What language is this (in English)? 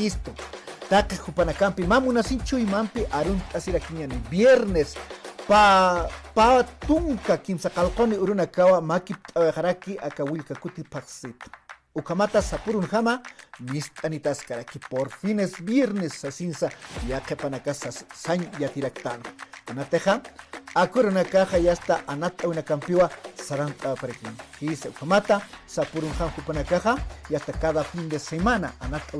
Aymara